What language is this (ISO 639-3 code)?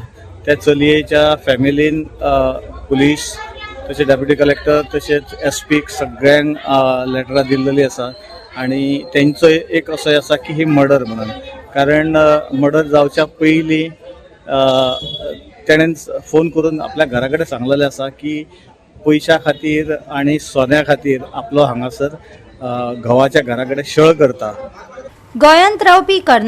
kok